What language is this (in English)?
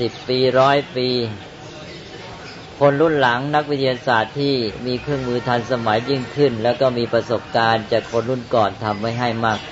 Thai